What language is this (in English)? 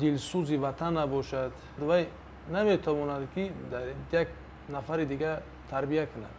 Tajik